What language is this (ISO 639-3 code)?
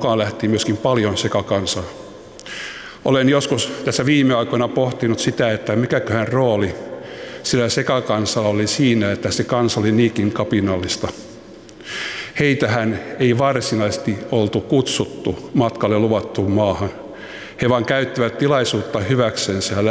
fin